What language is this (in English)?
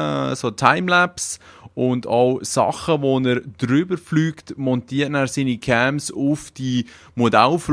Swiss German